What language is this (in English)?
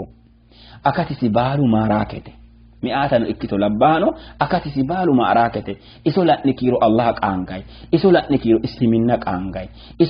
Sidamo